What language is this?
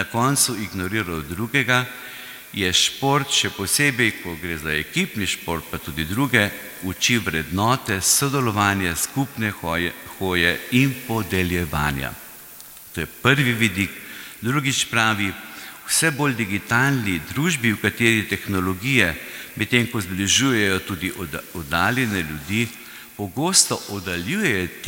Slovenian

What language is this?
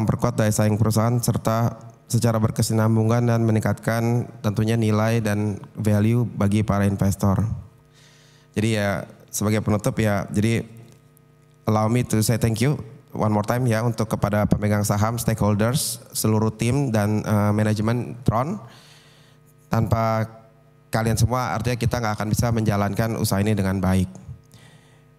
Indonesian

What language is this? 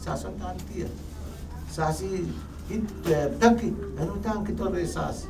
Pohnpeian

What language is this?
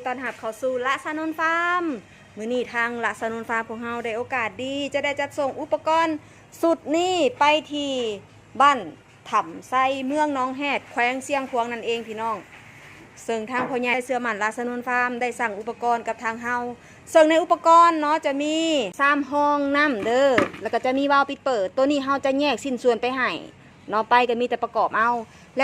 Northeastern Thai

